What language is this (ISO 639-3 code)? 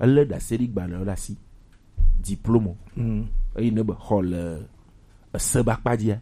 gej